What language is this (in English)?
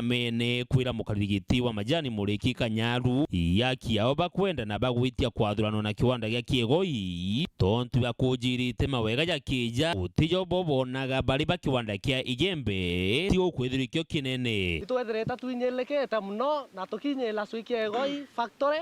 Meru